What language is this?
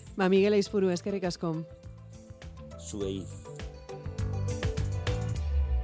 Basque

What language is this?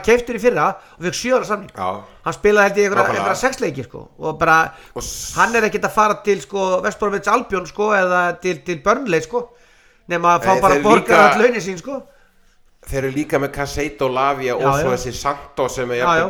Icelandic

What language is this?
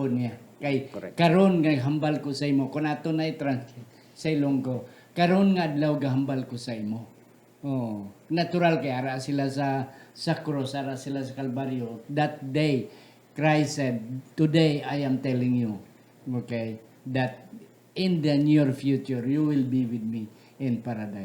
Hiligaynon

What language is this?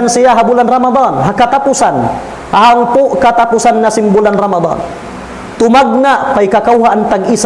Tausug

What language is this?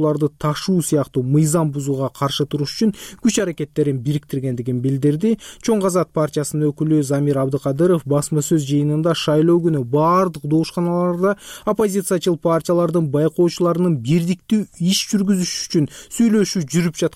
Kyrgyz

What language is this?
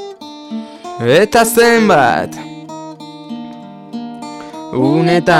Basque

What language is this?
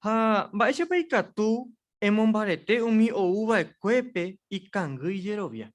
Guarani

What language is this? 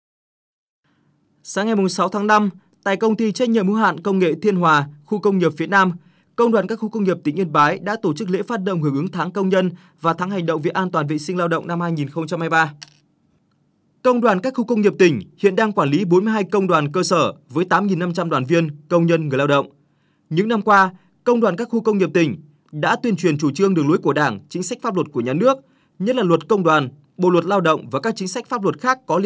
Vietnamese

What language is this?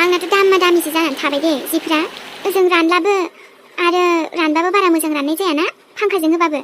Bodo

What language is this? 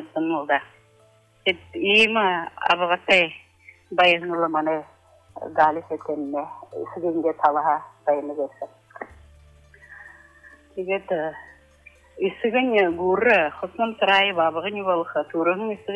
Buriat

